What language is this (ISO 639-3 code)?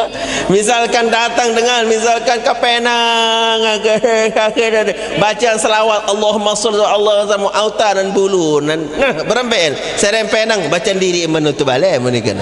sas